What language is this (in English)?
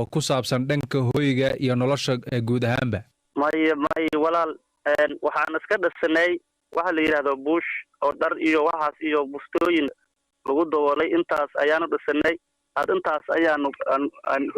Somali